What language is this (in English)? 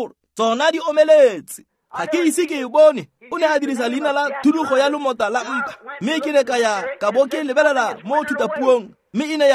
Tswana